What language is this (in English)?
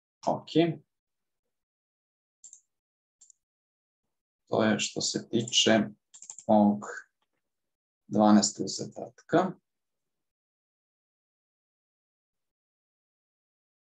Serbian